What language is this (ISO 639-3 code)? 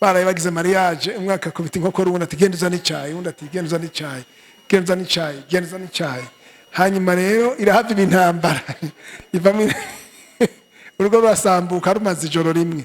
run